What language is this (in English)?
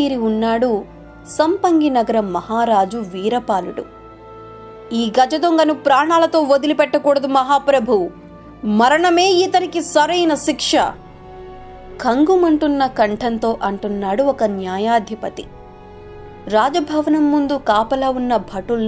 Telugu